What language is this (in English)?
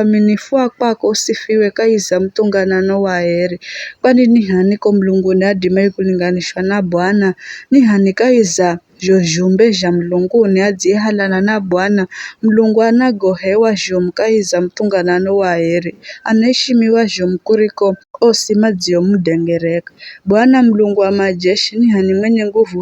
Giryama